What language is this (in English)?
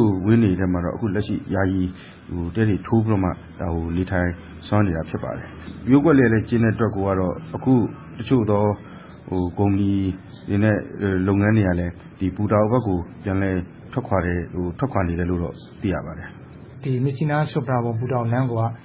Burmese